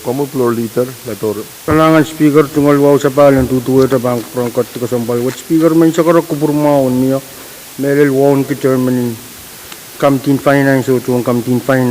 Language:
Pohnpeian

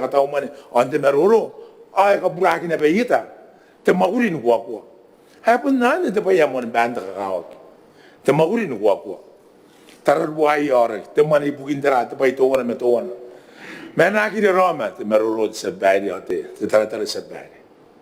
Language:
Gilbertese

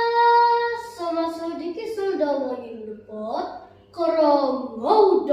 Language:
Central Dusun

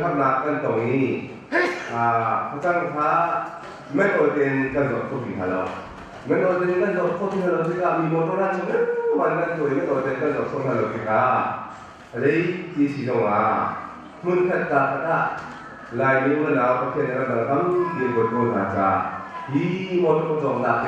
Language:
Hakha Chin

